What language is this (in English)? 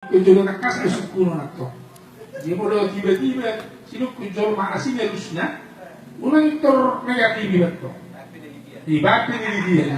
Batak Toba